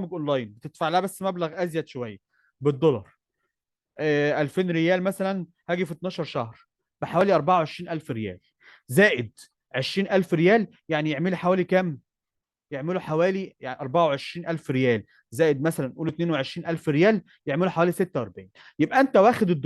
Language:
Egyptian Arabic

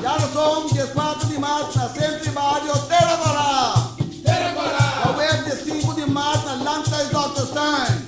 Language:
Papiamento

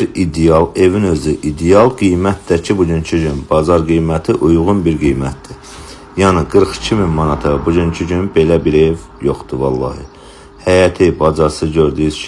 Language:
Azerbaijani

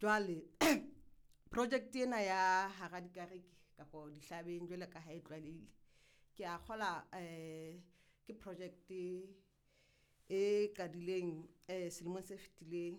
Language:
Southern Sotho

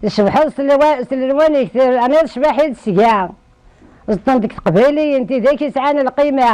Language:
Kabyle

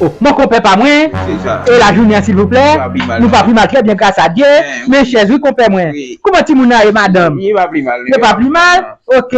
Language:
Haitian Creole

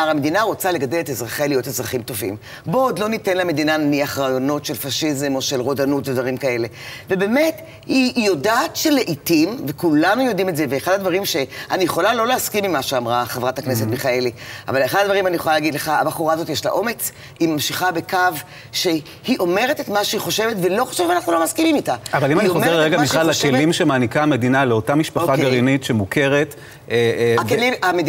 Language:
Hebrew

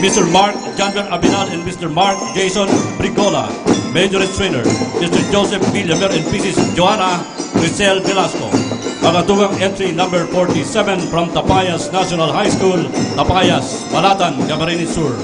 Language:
Bikol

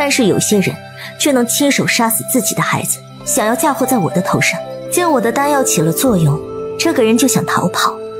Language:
Chinese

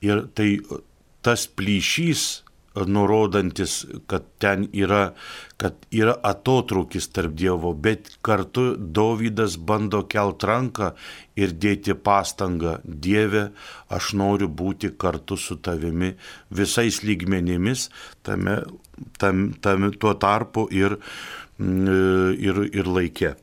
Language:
Lithuanian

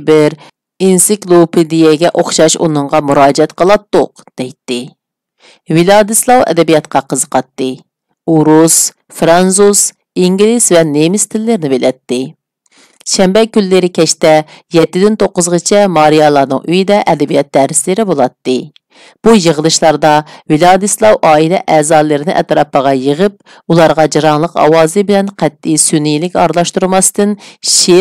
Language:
Uyghur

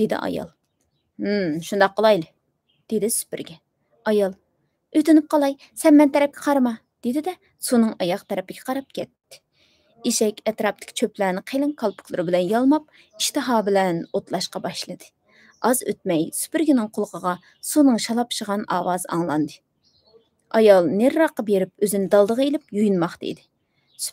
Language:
Uyghur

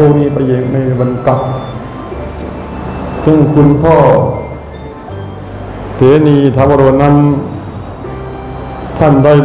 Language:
Thai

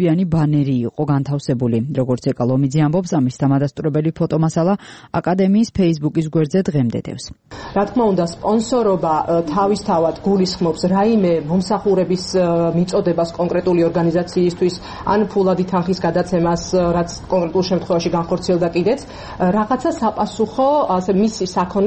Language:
Georgian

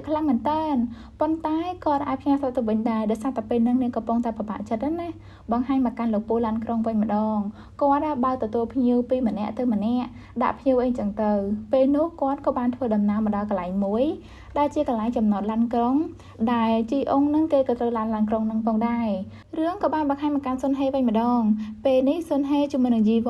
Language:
Khmer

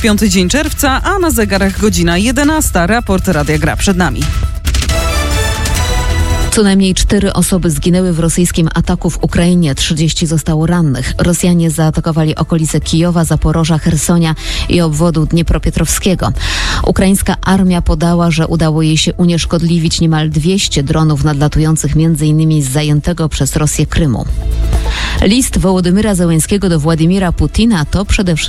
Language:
Polish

